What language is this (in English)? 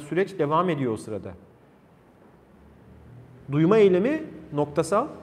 Turkish